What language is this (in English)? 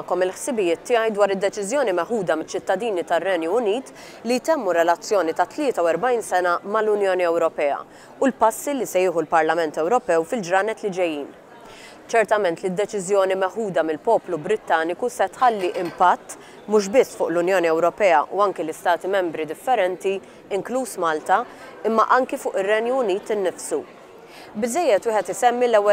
Maltese